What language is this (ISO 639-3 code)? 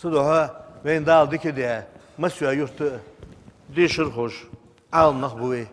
inh